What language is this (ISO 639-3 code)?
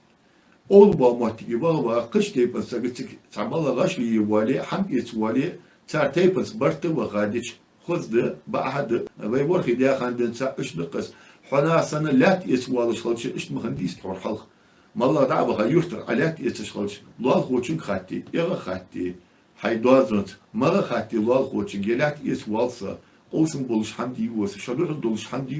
inh